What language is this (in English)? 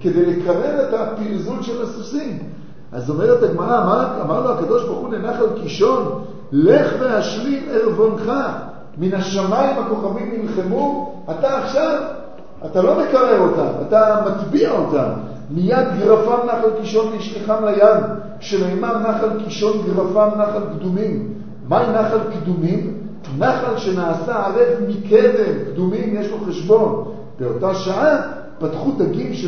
Hebrew